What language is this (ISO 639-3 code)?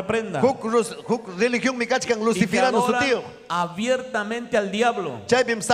quy